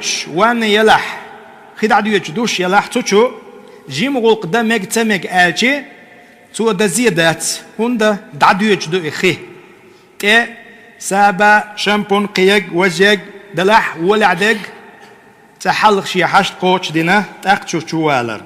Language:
Chechen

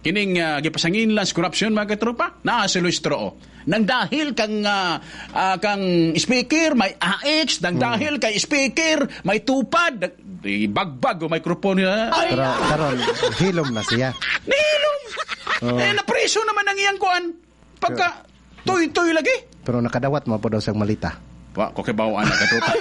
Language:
Cebuano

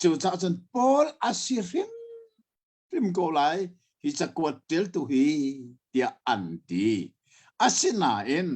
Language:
Hakha Chin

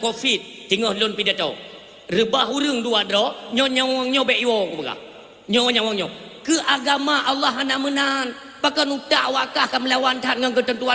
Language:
Achinese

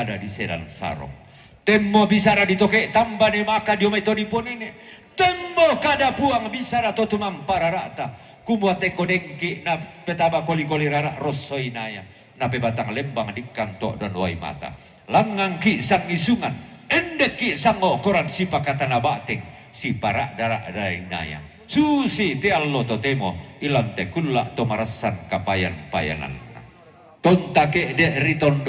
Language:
Toraja-Sa'dan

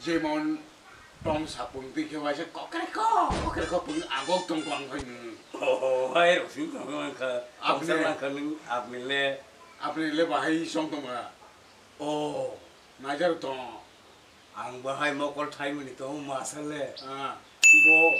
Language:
Kok Borok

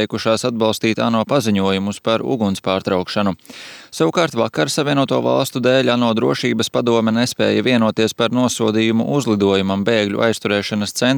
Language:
Latvian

